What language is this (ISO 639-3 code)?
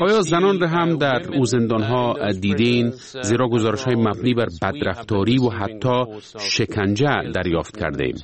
fas